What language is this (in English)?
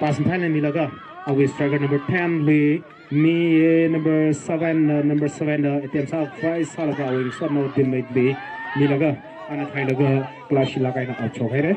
Tangkhul Naga (India)